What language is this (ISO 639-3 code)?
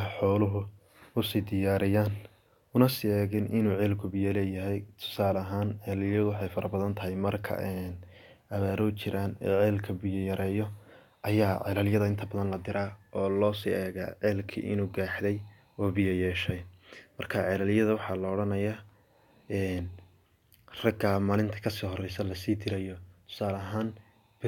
som